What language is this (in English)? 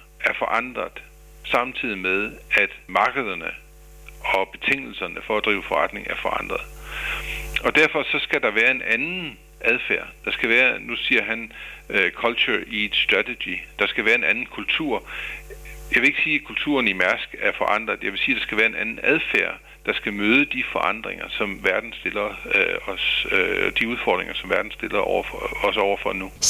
Danish